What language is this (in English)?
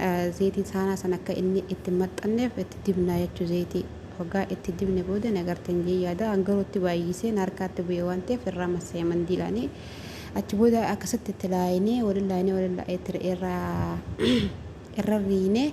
Oromo